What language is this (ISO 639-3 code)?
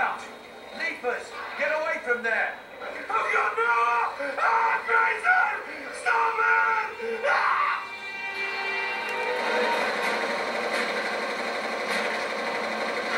eng